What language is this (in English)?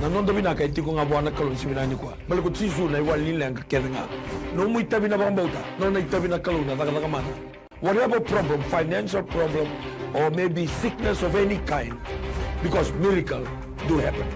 Fijian